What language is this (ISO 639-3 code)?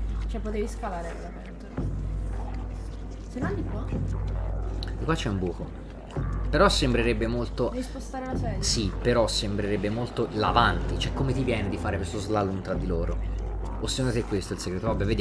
ita